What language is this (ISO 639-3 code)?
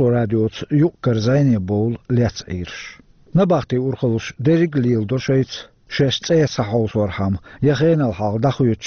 che